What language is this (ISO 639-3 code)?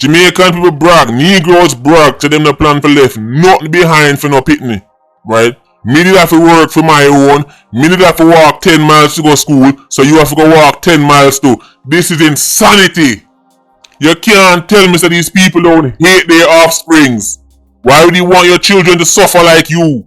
jam